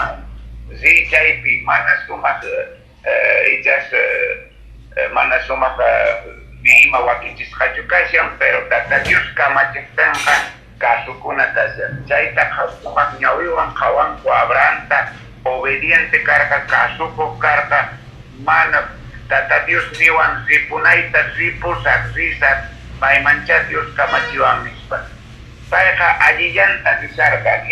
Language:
Quechua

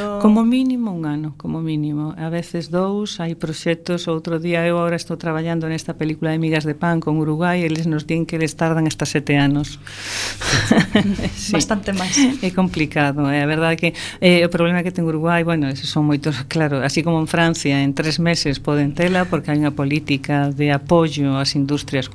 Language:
Galician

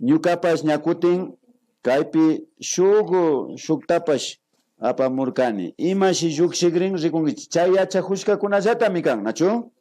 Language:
Imbabura Highland Quichua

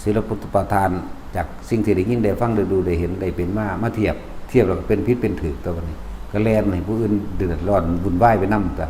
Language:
Northeastern Thai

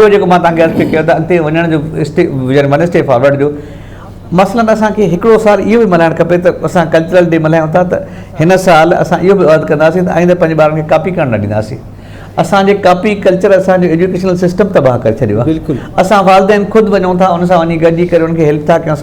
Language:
Sindhi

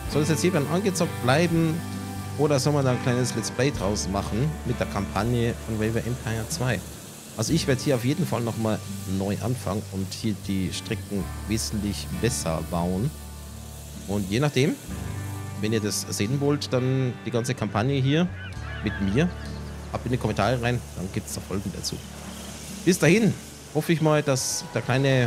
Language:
German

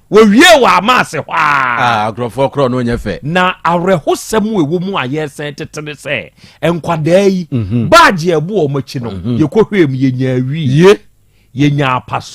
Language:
Akan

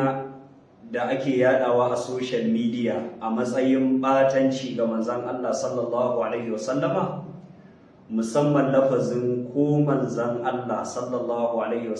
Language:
Hausa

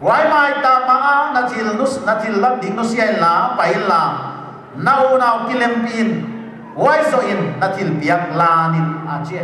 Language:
Paite Chin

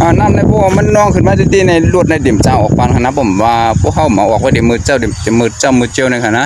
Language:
Shan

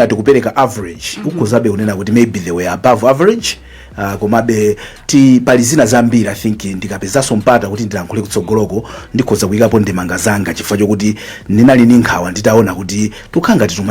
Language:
Nyanja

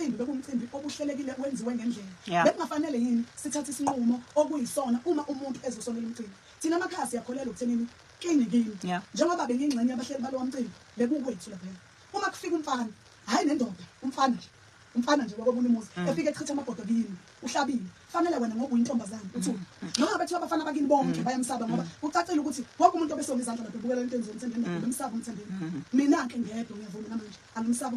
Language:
Zulu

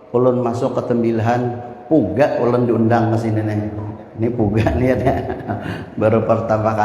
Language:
Banjar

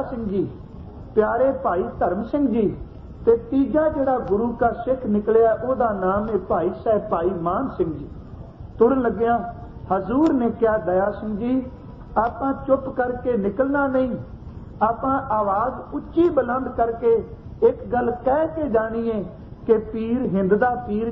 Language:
Punjabi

